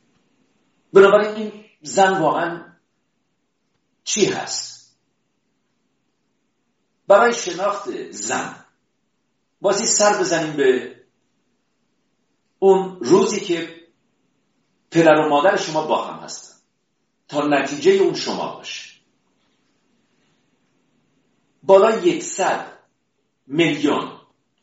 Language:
Persian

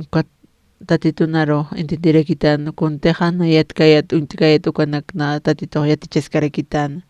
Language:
Aymara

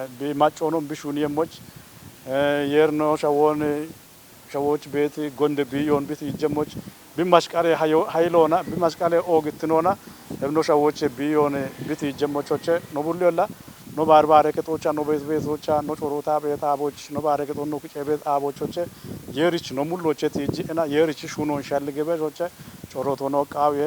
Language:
Kafa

